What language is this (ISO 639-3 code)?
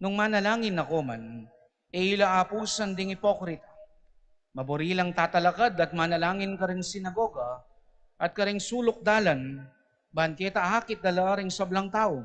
pam